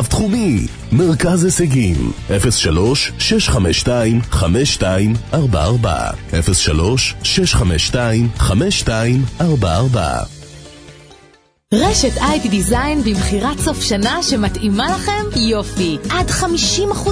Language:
Hebrew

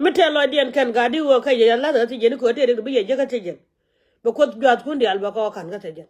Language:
Nuer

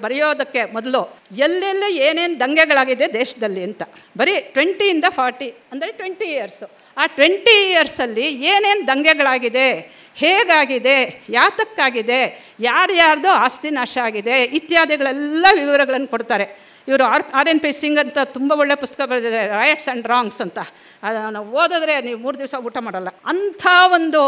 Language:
Kannada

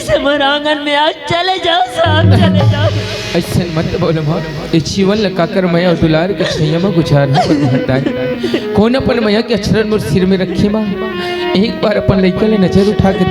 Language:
Chhattisgarhi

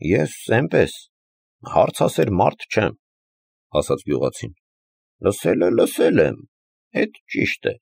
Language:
Armenian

